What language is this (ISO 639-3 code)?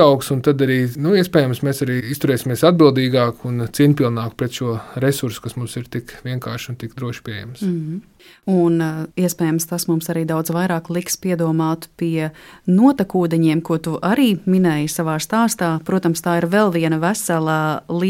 lav